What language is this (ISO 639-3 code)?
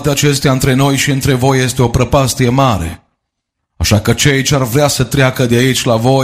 ron